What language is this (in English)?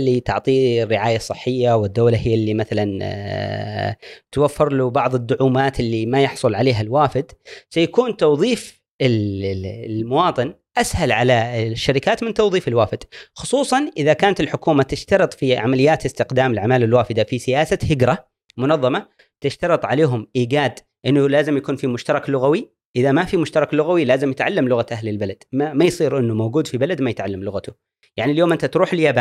Gulf Arabic